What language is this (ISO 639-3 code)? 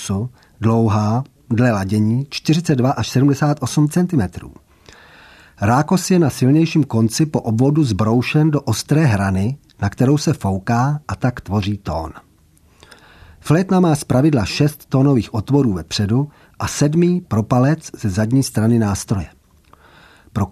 ces